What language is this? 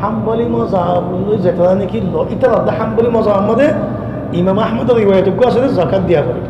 Rohingya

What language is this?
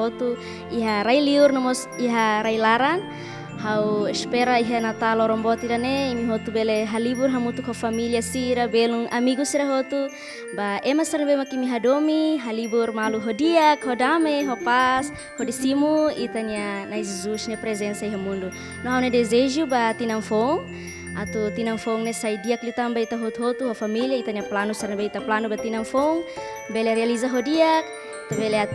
Tetum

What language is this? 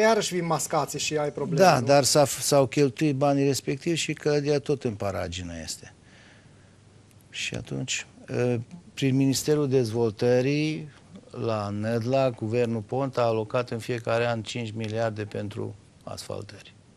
Romanian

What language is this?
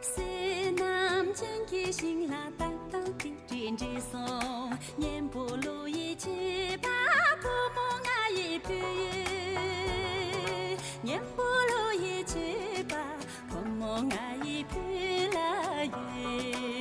Tibetan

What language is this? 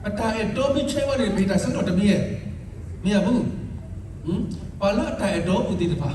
S'gaw Karen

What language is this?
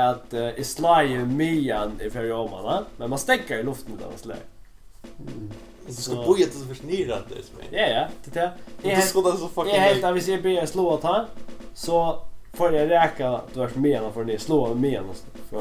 Faroese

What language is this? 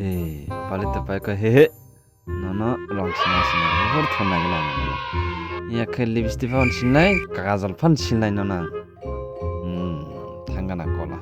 Kok Borok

